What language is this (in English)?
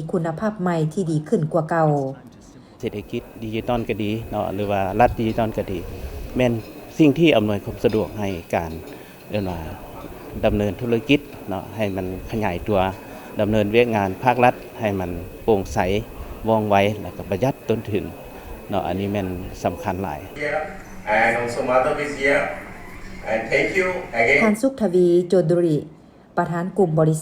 Lao